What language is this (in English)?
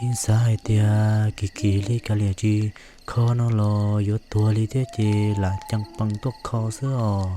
Hmong